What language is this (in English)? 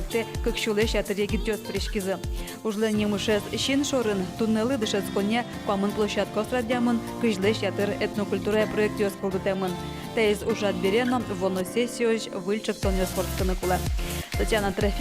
Udmurt